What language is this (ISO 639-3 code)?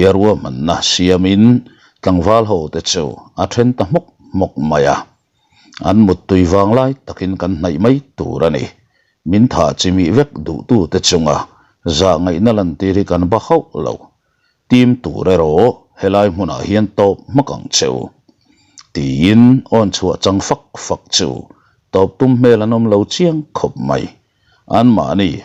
lus